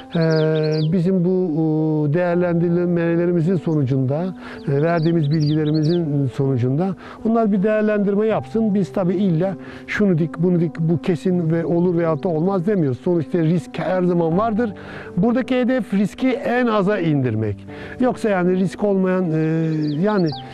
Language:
Turkish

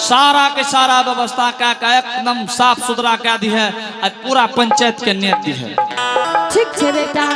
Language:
Angika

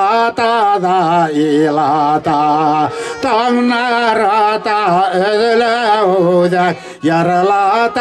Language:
Bashkir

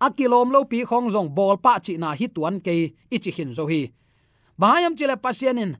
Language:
Tedim Chin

